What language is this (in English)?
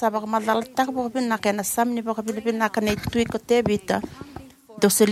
Fijian